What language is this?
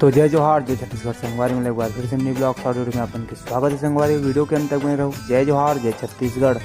Chhattisgarhi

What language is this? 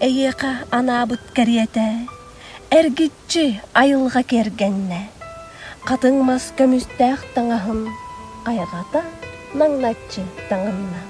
Yakut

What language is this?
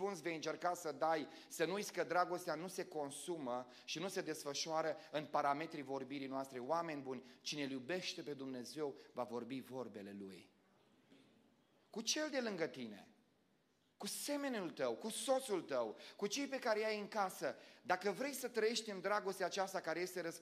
Romanian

